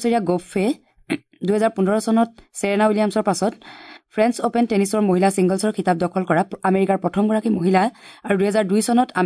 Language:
Assamese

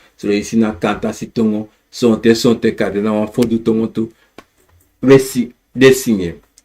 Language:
Sranan Tongo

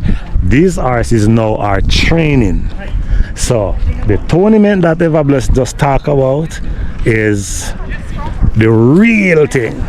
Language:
Jamaican Creole English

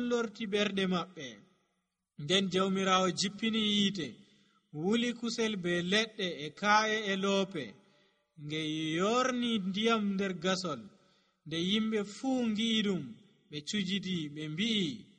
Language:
Nigerian Fulfulde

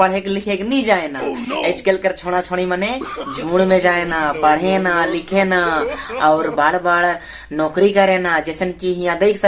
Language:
Sadri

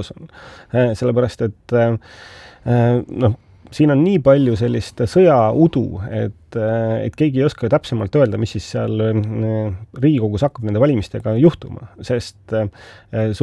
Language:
Estonian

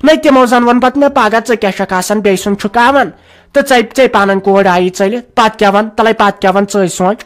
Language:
Kashmiri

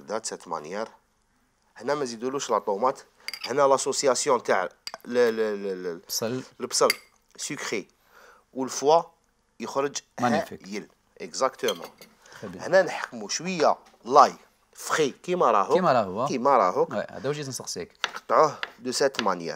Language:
Algerian Arabic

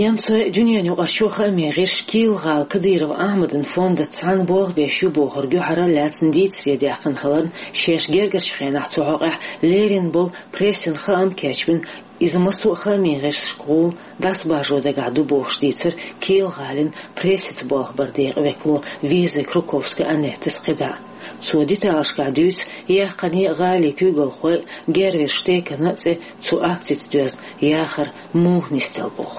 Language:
Chechen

